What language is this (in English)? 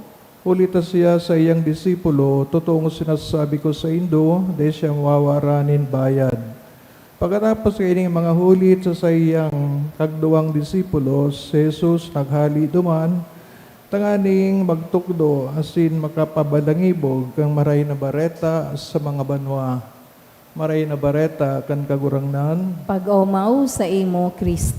Bikol